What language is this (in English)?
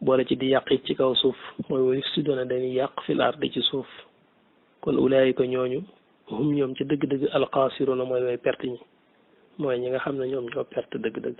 Wolof